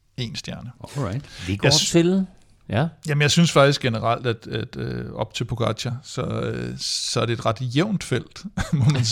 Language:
Danish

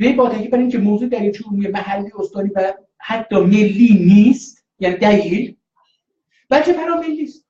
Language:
South Azerbaijani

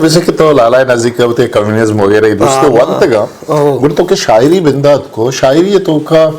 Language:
Eastern Balochi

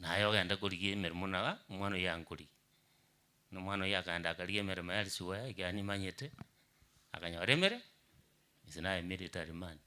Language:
Gusii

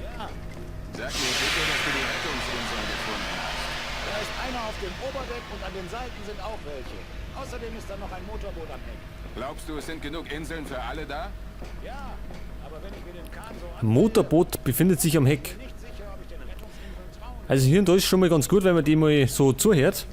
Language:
Bavarian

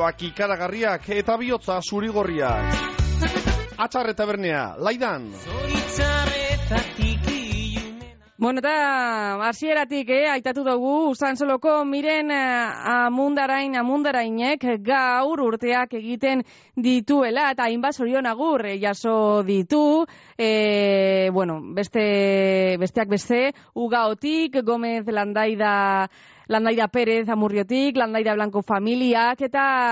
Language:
Basque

